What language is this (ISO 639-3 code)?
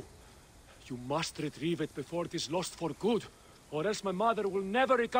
eng